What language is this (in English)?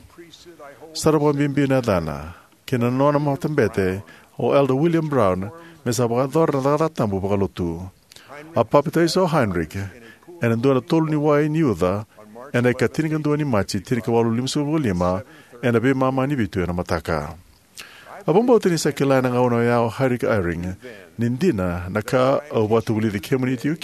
Fijian